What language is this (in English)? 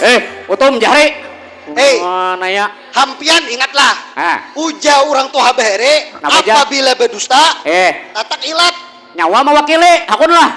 Banjar